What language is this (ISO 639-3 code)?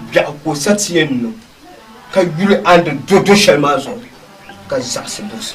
dag